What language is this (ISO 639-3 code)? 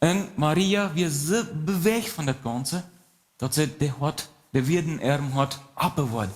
pdt